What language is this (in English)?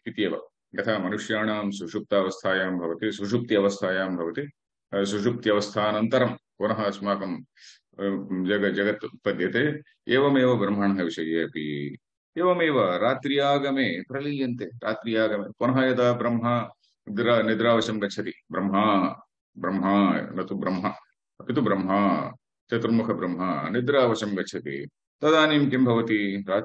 Sanskrit